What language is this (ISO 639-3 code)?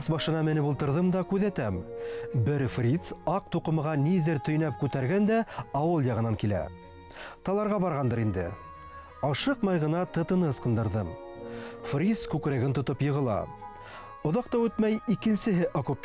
bak